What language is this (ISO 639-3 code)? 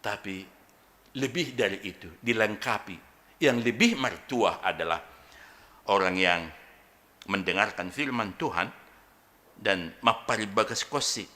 bts